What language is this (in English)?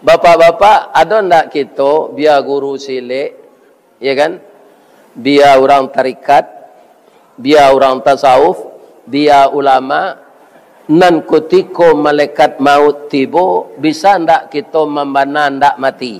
Minangkabau